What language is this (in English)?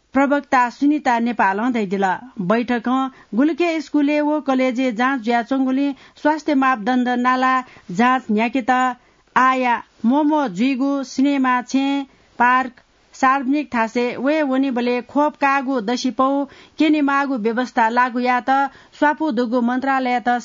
Newari